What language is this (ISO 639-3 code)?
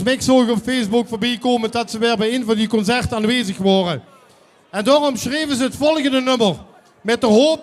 lim